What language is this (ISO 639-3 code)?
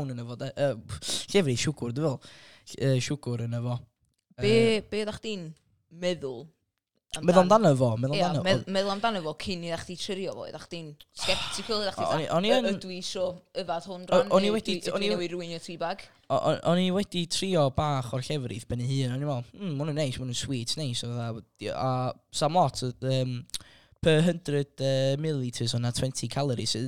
cym